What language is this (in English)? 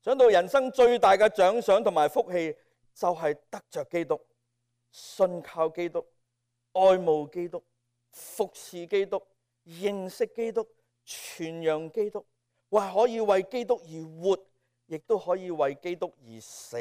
Cantonese